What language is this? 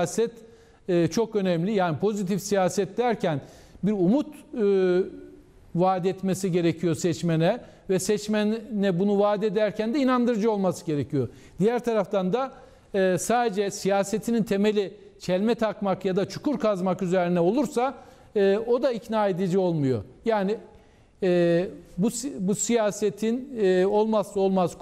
Turkish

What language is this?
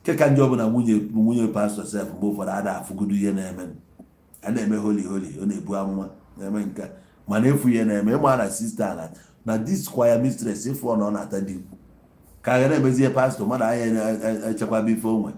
Igbo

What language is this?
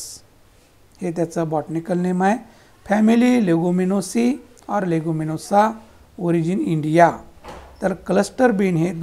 Marathi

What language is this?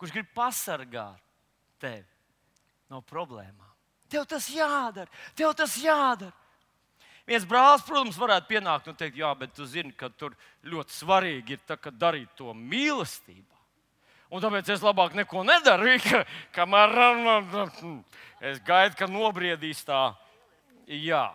Latvian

